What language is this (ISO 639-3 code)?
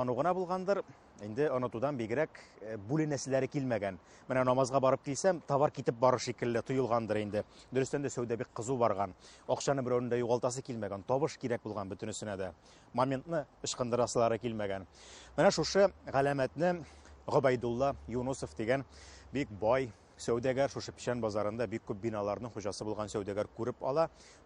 tat